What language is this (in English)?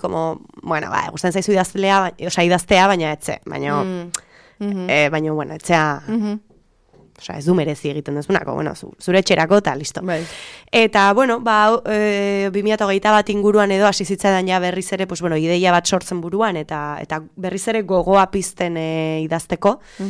Basque